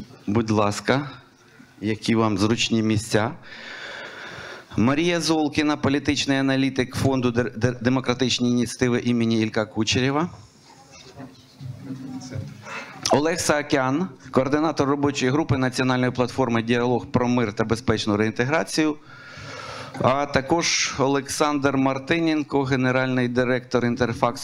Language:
Ukrainian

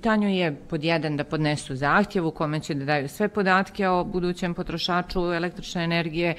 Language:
Serbian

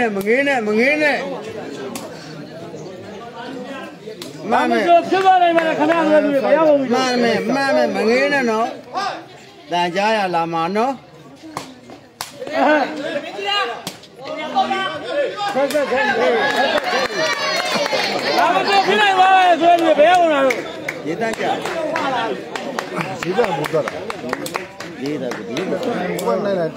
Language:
Burmese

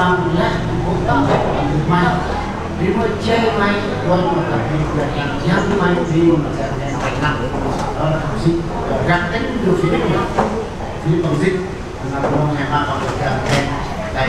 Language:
Central Mnong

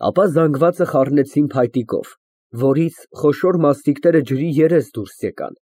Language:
Armenian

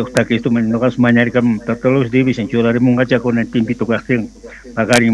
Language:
South Bolivian Quechua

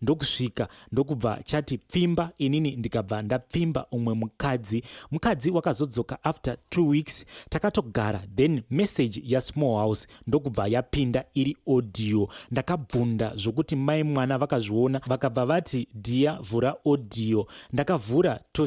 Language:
Shona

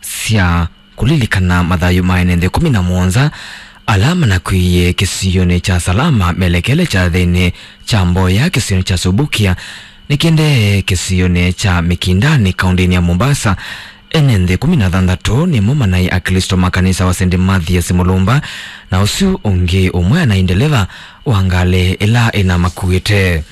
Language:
Kamba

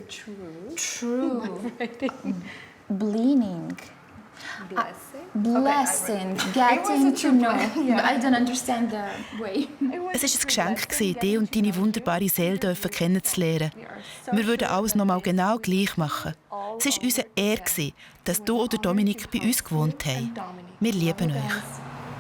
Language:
Swiss German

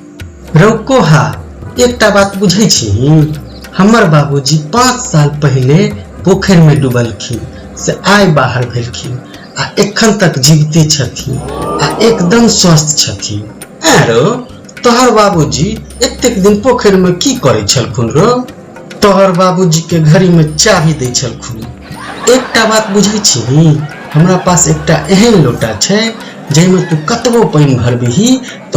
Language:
Maithili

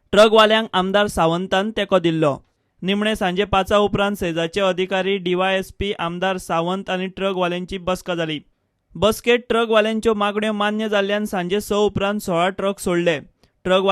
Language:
Konkani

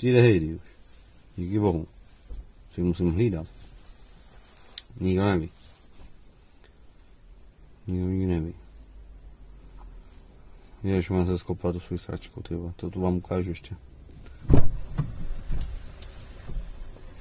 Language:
Czech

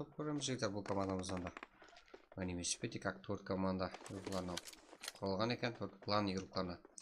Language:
Kara-Kalpak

